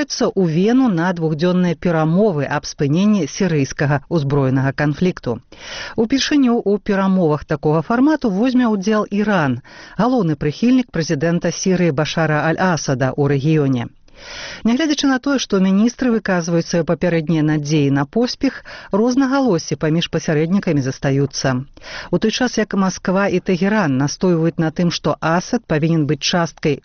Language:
Belarusian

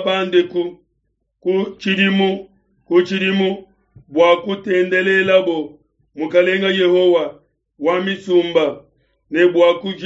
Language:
Luba-Lulua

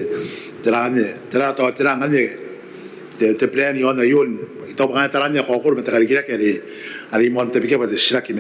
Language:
Gilbertese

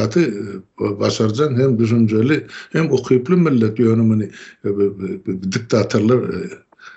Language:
Turkmen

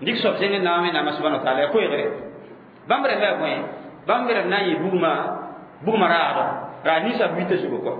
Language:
Mossi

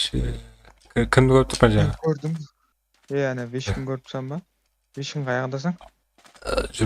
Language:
Kara-Kalpak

